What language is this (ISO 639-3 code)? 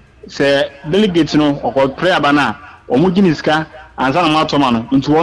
aka